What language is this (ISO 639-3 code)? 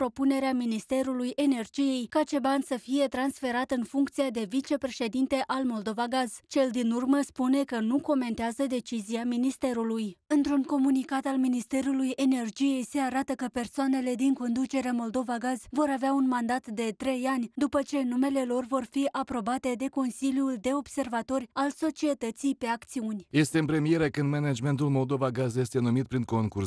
ron